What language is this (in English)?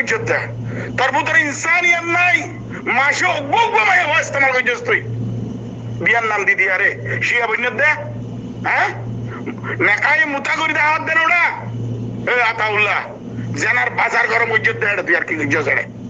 Rohingya